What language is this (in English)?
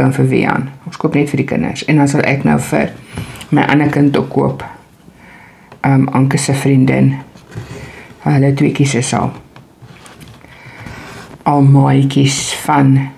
Afrikaans